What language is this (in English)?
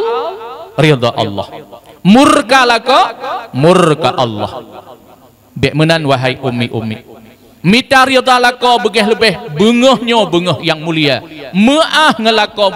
Achinese